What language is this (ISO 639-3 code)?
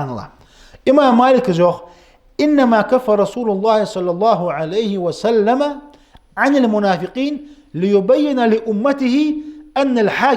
inh